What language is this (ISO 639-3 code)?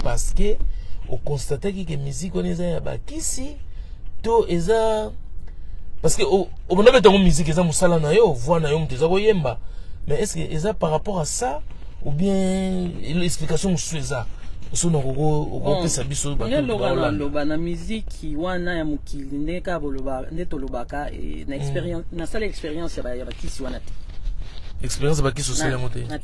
lin